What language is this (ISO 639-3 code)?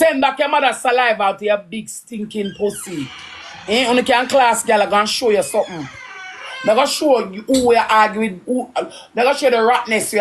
jam